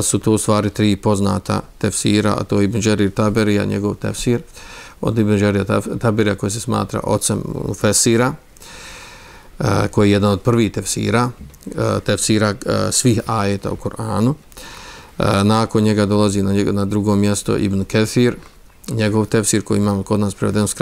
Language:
Bosnian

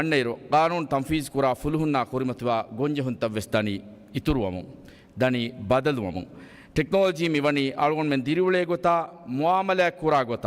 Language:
Divehi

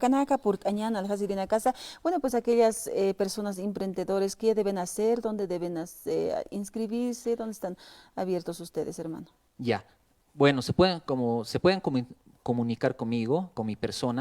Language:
Aymara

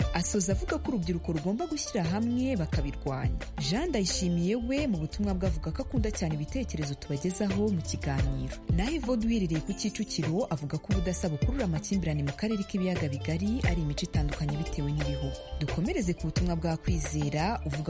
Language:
Kinyarwanda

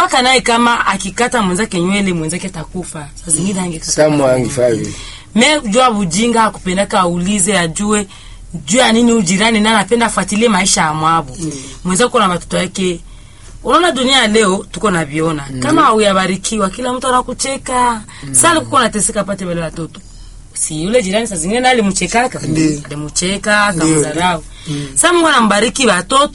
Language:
Swahili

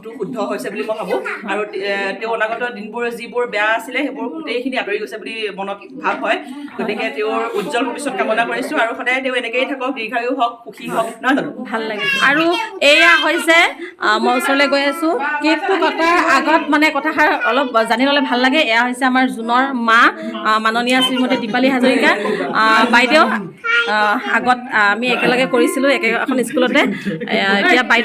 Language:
Assamese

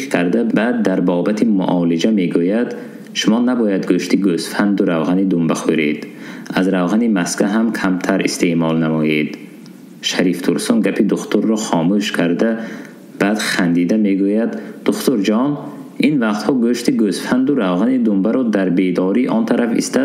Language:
Tajik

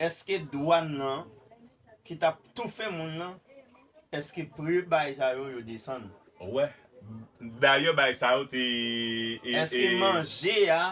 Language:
Haitian Creole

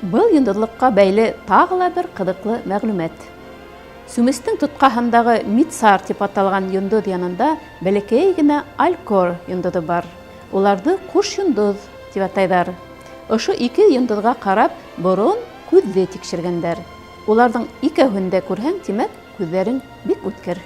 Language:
Bashkir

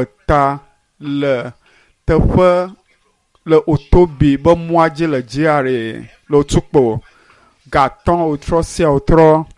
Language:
Ewe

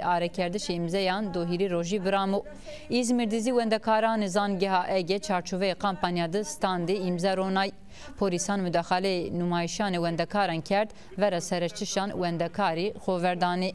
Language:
Zaza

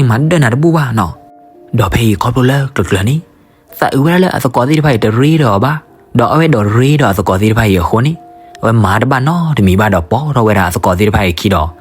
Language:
S'gaw Karen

